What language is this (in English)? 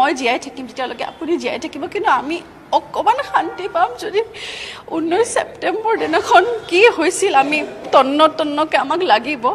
Assamese